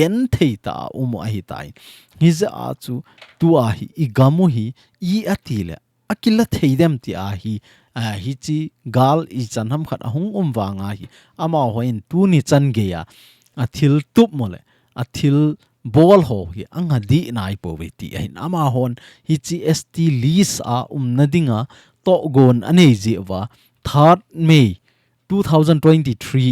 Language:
Thado Chin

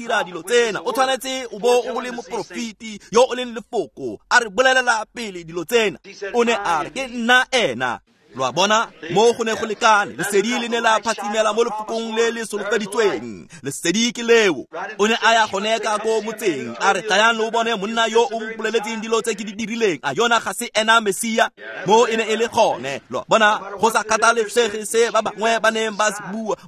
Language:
Tswana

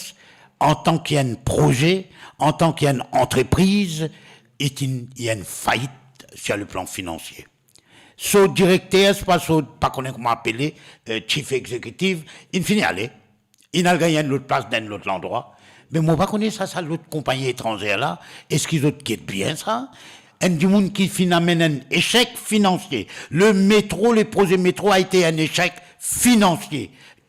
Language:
Morisyen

